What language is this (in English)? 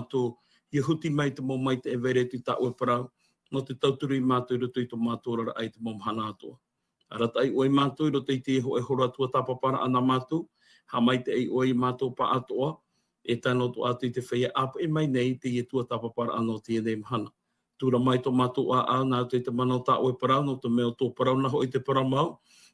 Tahitian